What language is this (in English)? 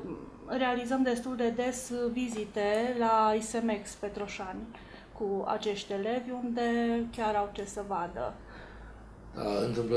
Romanian